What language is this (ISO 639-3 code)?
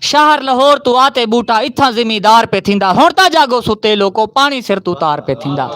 skr